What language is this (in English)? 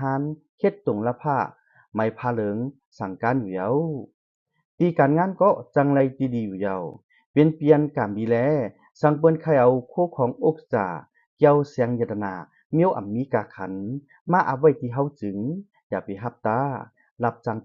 Shan